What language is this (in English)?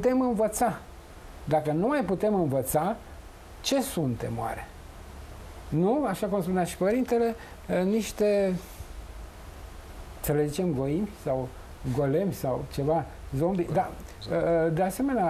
Romanian